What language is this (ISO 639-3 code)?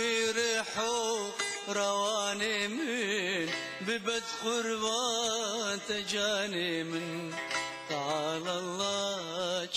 kur